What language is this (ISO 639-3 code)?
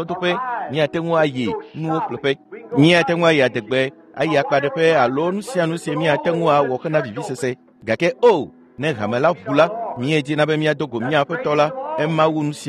ewe